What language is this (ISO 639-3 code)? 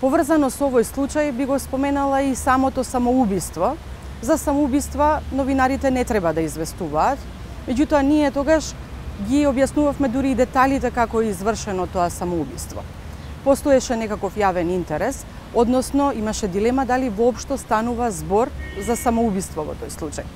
mkd